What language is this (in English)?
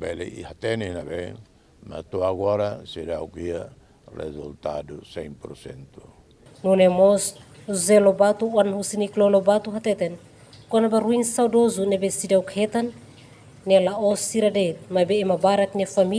Tetum